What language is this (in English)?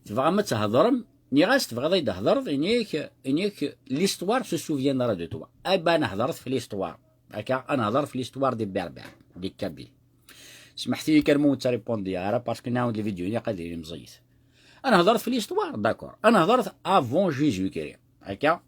Kabyle